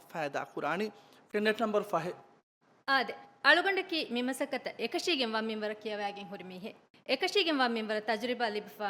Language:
Divehi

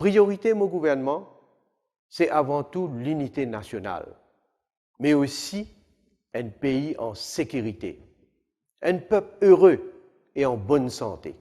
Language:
Morisyen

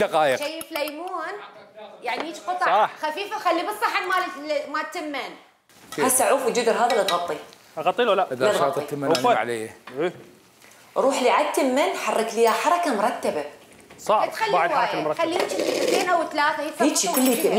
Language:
Mesopotamian Arabic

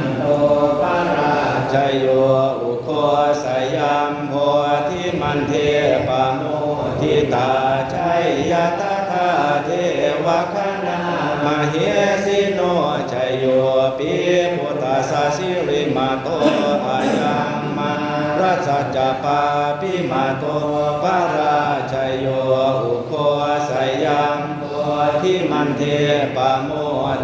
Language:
Pali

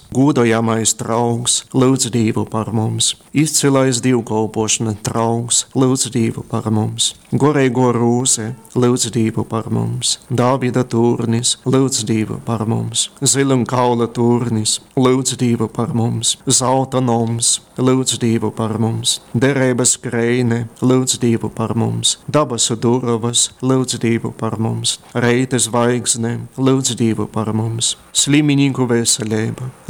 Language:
Latgalian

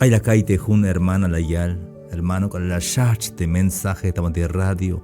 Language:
Tzeltal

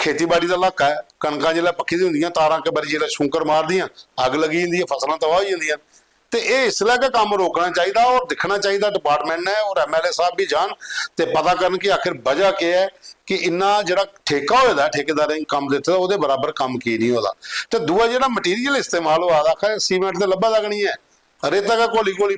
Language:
Dogri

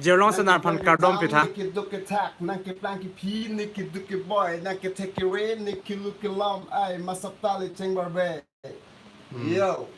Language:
Karbi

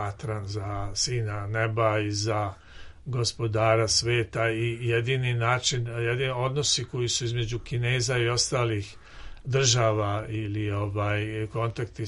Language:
Serbian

